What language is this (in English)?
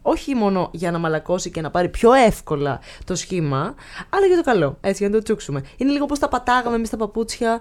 Greek